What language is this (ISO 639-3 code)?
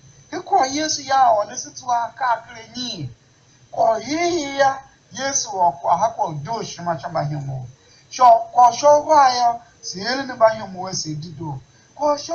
tiv